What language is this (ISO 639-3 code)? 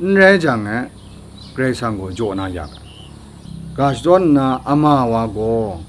kac